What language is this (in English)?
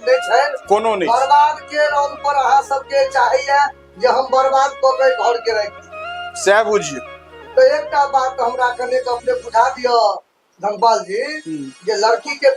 Maithili